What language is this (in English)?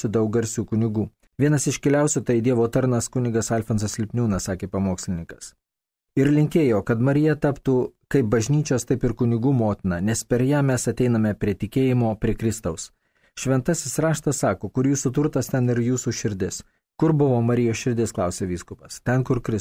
Lithuanian